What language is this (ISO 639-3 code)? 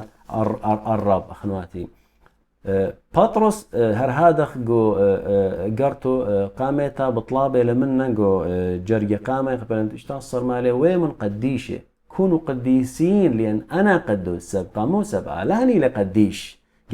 aii